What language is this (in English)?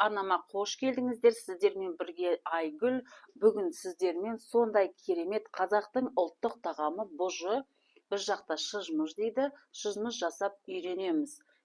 Kazakh